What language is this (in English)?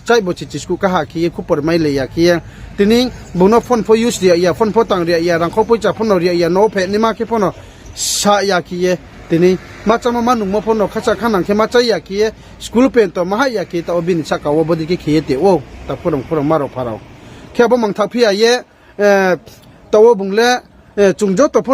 Riang (India)